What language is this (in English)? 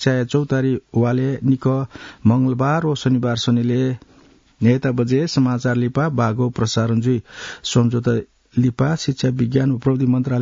Newari